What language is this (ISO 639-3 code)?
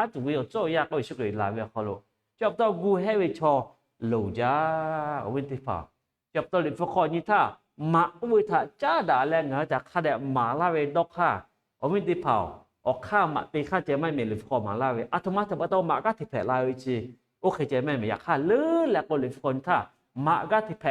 lhu